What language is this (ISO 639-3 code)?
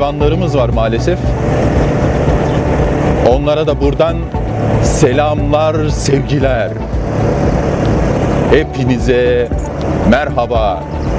tur